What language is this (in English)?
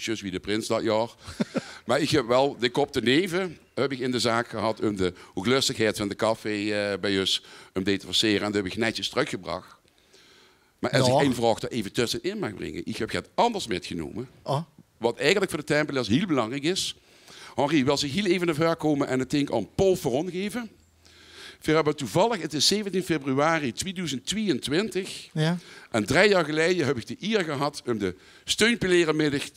Limburgish